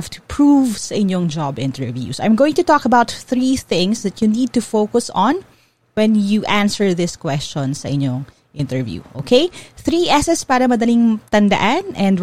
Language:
Filipino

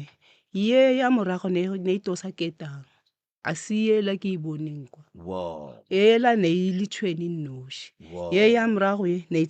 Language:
Northern Sotho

